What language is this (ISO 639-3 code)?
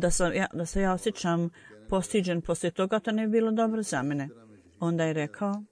bos